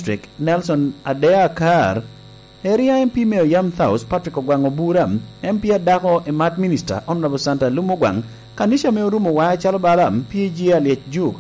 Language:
Lango (Uganda)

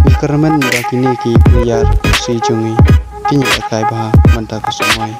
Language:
Khasi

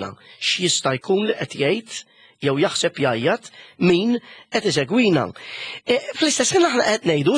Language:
Maltese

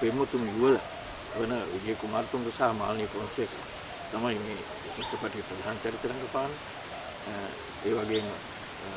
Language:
Sinhala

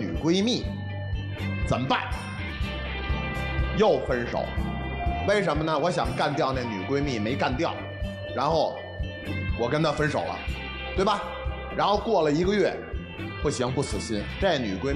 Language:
Chinese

